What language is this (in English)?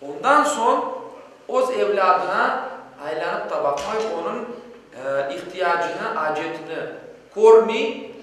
Crimean Tatar